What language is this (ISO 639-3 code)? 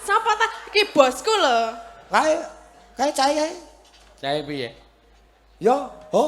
jav